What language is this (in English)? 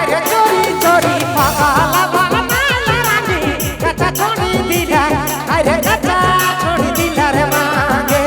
Sadri